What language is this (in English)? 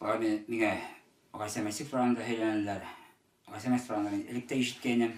Bashkir